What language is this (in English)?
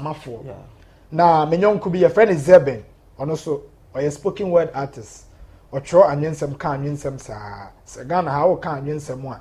Akan